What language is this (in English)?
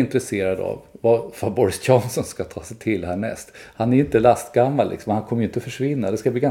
Swedish